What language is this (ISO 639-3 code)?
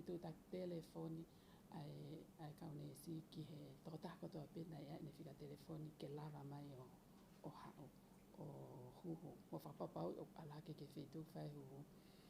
ton